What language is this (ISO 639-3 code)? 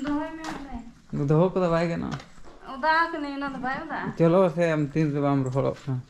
sat